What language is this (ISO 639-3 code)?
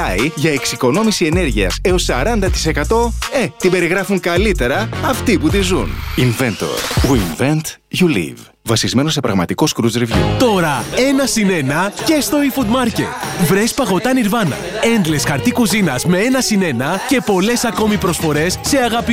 ell